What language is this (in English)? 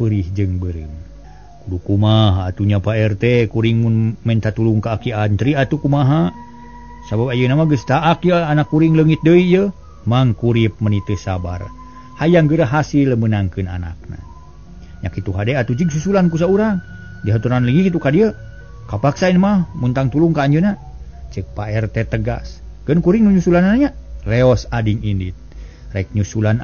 Sundanese